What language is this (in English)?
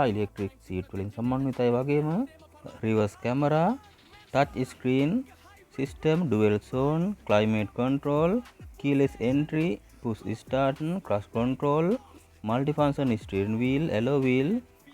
Sinhala